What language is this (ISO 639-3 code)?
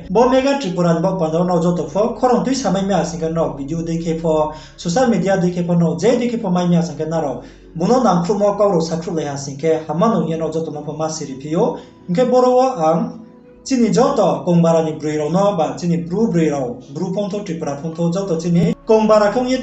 ria